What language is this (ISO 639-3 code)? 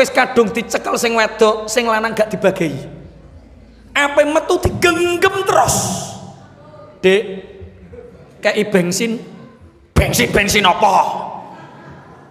jav